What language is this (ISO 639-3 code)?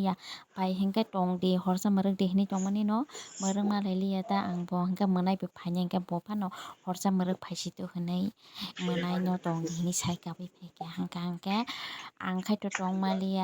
trp